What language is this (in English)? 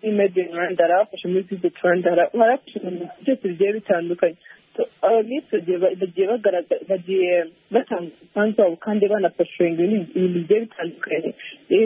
Kinyarwanda